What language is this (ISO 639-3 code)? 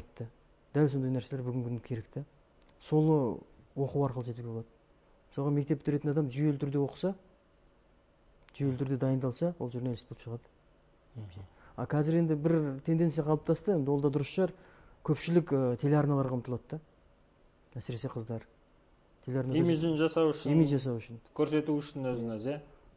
kaz